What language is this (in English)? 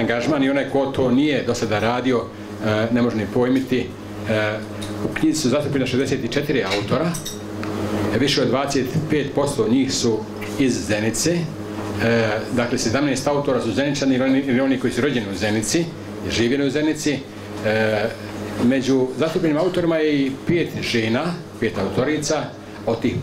Bosnian